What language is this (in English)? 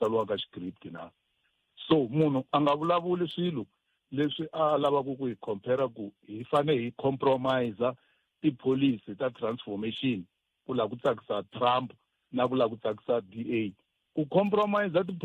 Tsonga